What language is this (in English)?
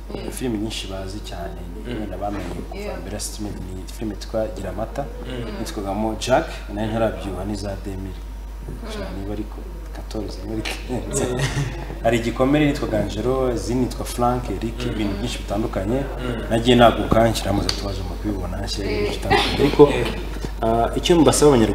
Kinyarwanda